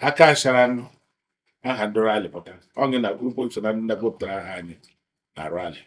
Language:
Igbo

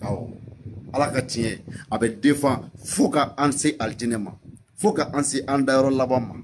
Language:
Bambara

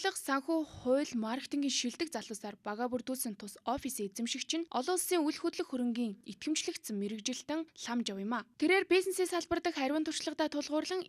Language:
Mongolian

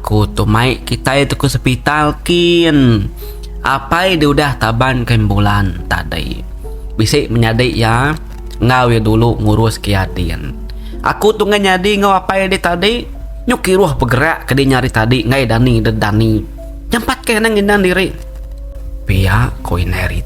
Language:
Iban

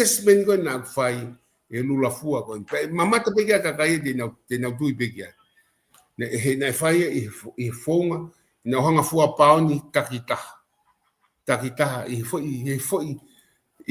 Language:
Tongan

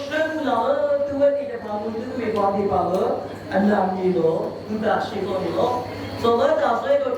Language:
S'gaw Karen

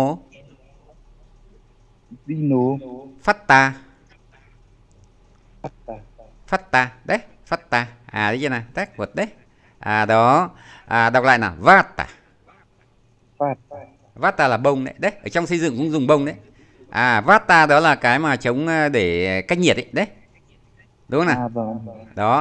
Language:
Vietnamese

